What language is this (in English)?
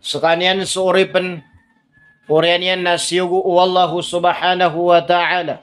Maranao